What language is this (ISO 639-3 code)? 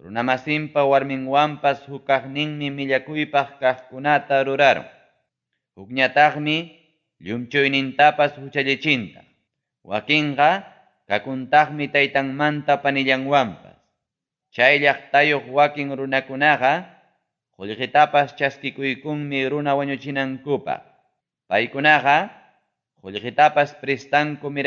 quy